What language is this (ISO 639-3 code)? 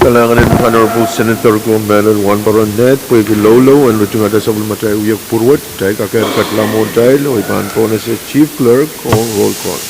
pon